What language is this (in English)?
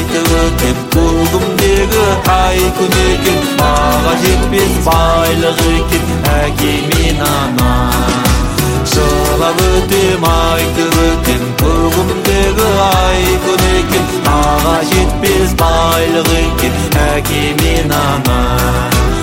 Kazakh